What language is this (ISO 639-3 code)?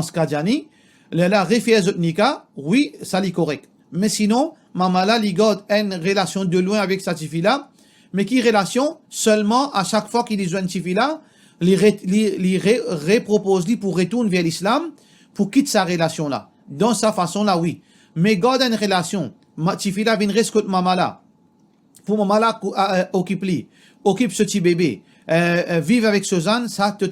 mfe